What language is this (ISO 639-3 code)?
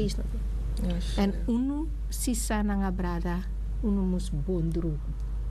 srn